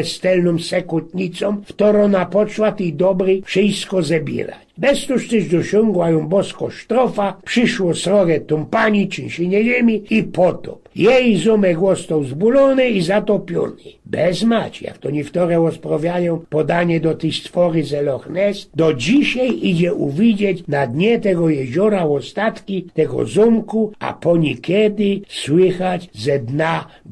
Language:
Silesian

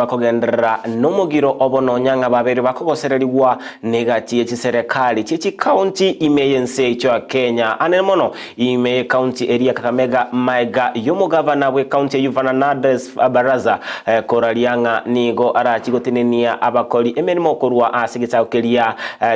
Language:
Gusii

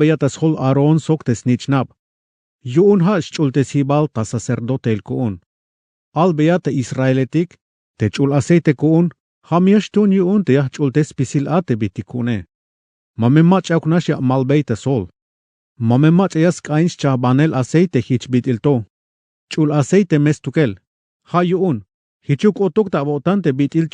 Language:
Tzeltal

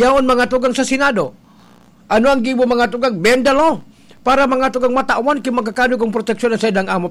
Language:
Bikol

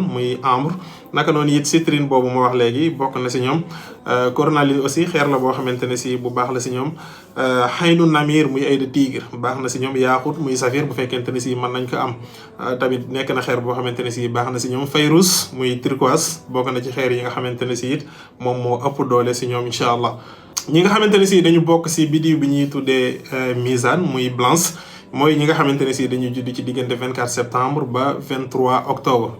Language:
Wolof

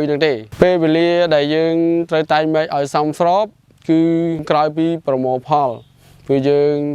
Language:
Khmer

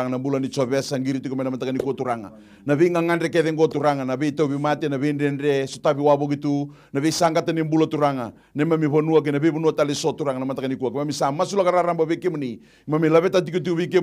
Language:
Fijian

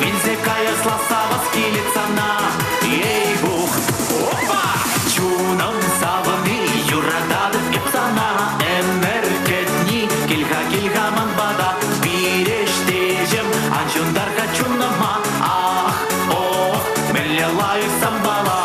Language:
Chuvash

